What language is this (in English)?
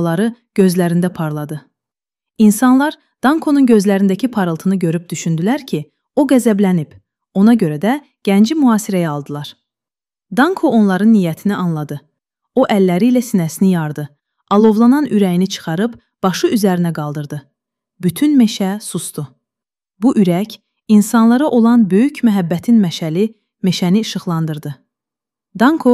Azerbaijani